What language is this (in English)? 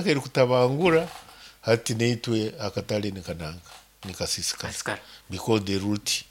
Nyoro